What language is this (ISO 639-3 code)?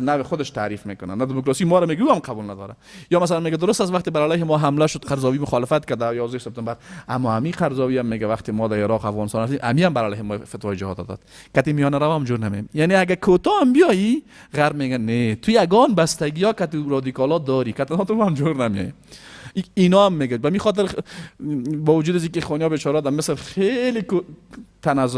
fas